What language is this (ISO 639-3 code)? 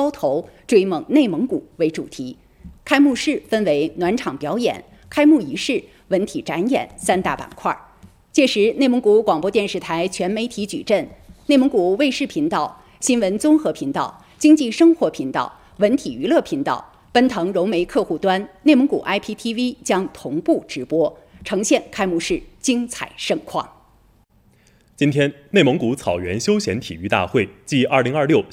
zho